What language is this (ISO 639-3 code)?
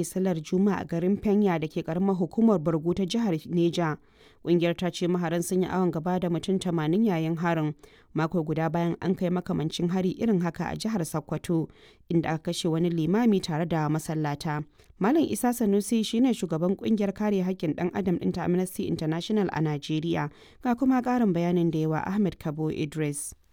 hau